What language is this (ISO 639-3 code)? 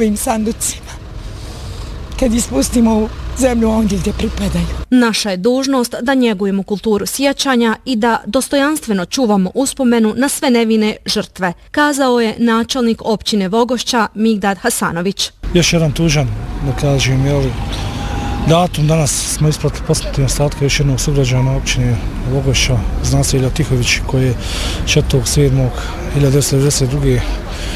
bos